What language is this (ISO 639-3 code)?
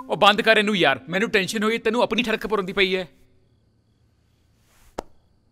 pan